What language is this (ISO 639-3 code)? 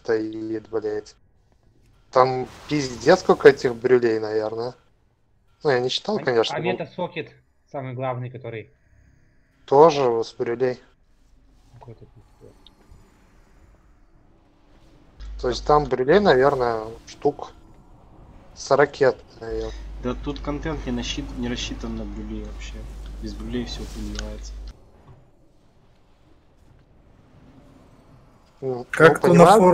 rus